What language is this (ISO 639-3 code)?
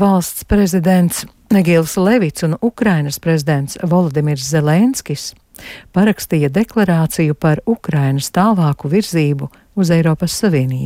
lav